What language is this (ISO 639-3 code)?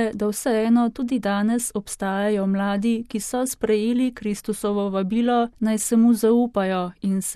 slv